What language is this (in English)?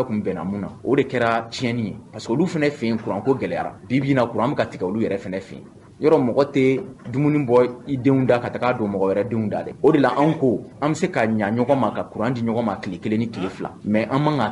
Bambara